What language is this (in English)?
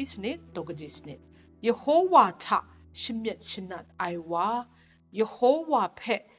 Kachin